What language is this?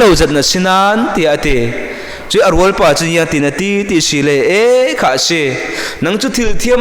Falam Chin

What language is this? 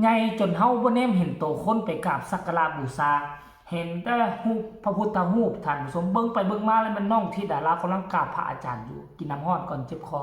Northeastern Thai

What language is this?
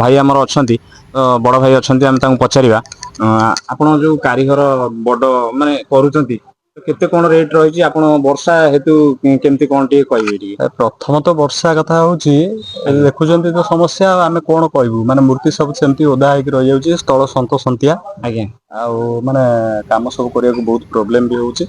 Odia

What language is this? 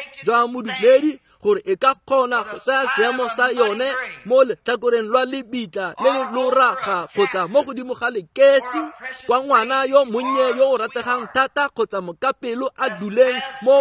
Tswana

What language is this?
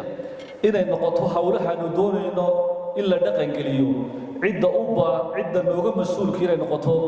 Somali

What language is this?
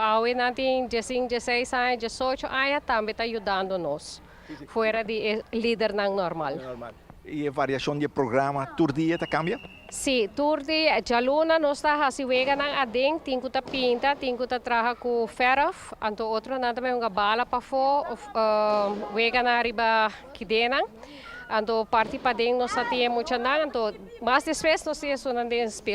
Papiamento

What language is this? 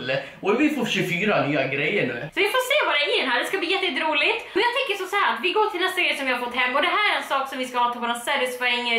Swedish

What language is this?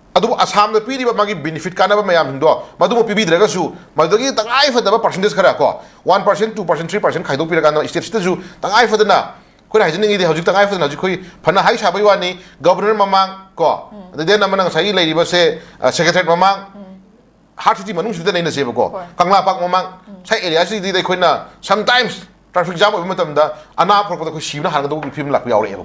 Manipuri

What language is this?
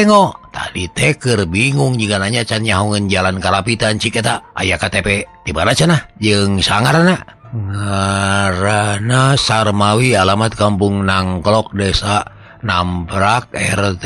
Sundanese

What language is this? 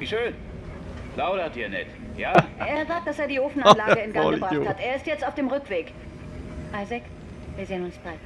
Swiss German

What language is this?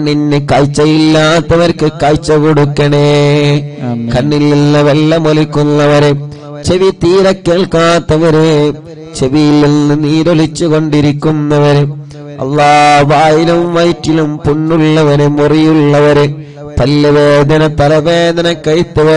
Malayalam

